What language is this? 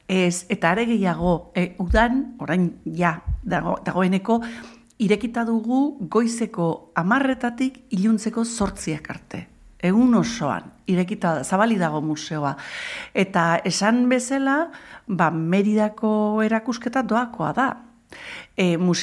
Basque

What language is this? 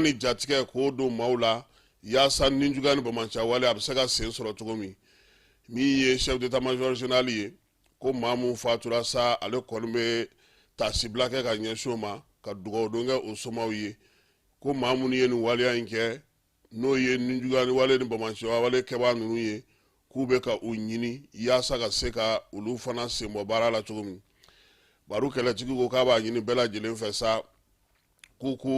Bambara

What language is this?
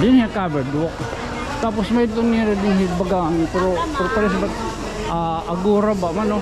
Waray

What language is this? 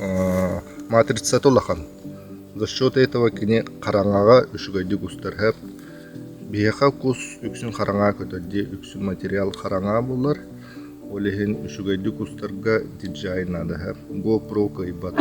Yakut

